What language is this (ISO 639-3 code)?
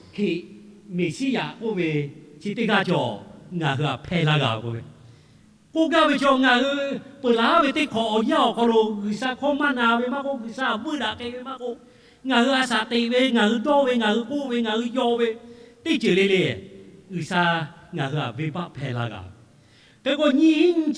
lhu